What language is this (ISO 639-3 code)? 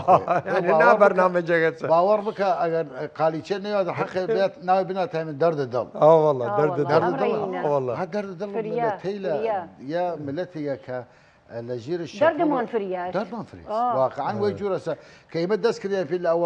sdh